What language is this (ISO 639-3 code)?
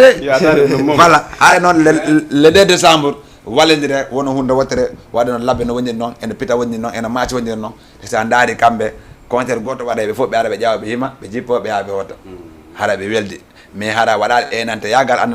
ful